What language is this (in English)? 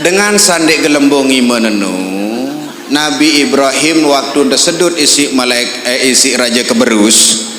Sasak